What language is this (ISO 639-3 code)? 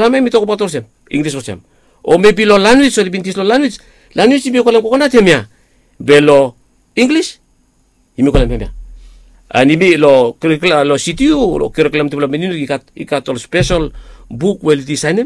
bis